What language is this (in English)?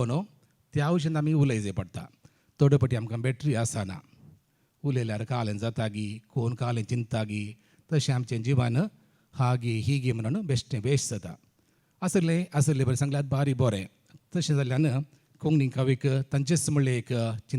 Konkani